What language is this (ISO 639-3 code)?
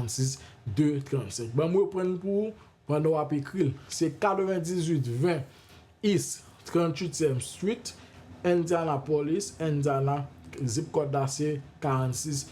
hat